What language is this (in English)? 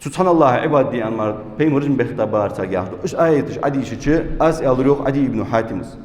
Ingush